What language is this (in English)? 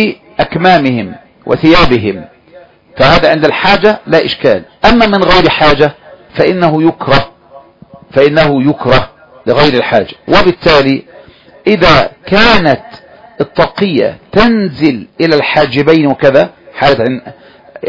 Arabic